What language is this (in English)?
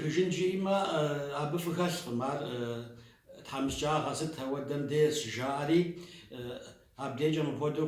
Kabardian